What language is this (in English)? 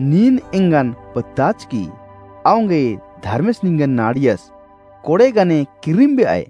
Kurukh